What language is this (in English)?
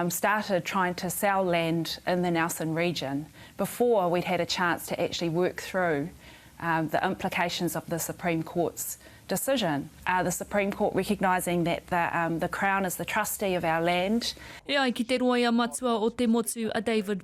Māori